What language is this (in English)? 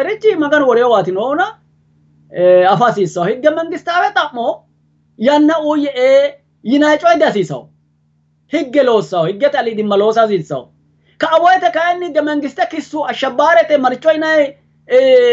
Sidamo